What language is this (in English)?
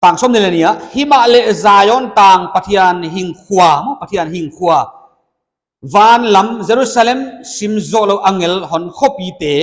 Paite Chin